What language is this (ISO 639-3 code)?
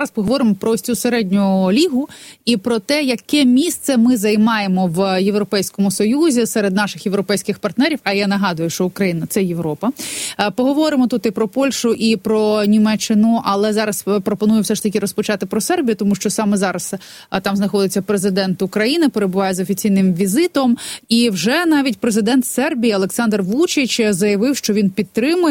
ukr